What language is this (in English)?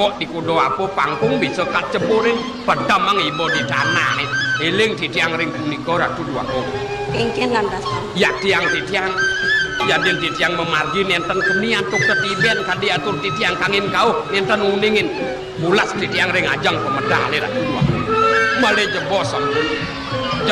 Balinese